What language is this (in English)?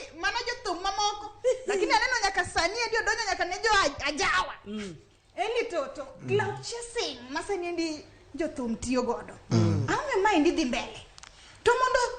Luo (Kenya and Tanzania)